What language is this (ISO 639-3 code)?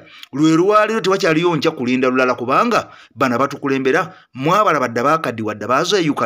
lug